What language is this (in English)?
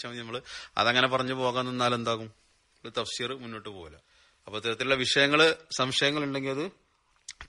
Malayalam